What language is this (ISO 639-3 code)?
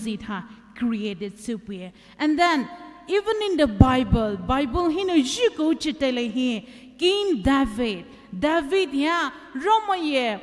pmx